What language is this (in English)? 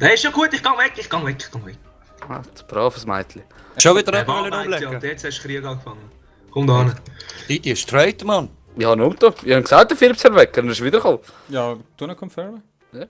Swiss German